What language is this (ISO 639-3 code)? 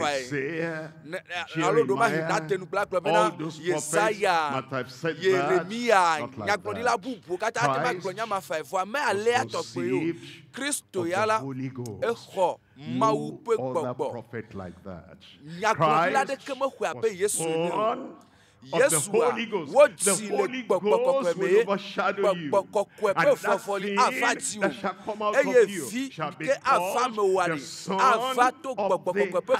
ewe